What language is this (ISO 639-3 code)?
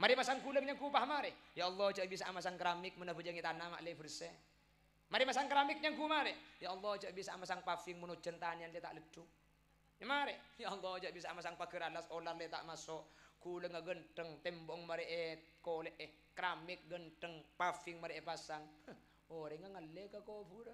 mad